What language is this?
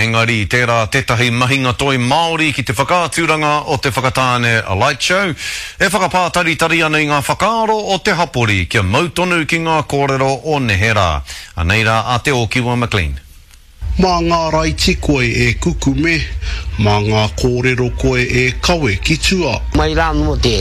Māori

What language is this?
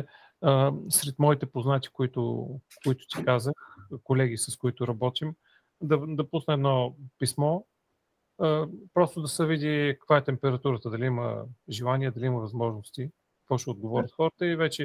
Bulgarian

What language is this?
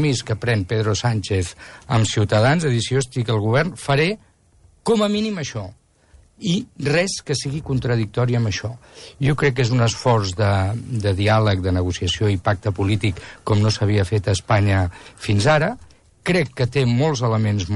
Catalan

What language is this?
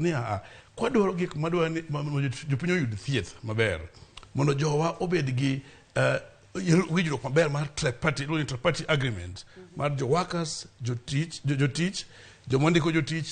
Luo (Kenya and Tanzania)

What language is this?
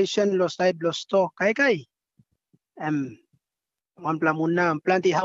Tok Pisin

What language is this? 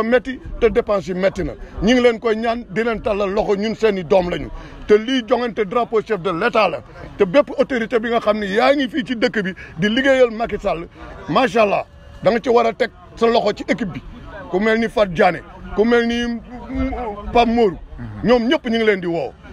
Wolof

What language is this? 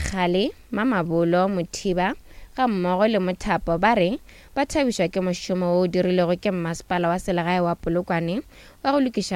Northern Sotho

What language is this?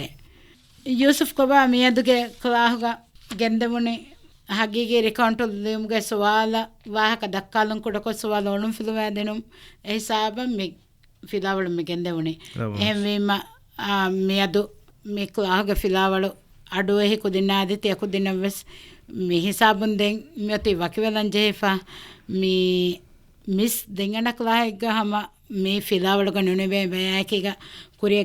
Divehi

